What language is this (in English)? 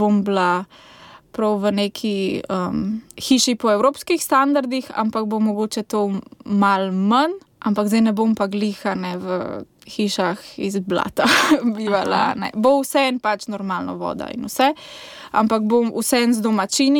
Slovenian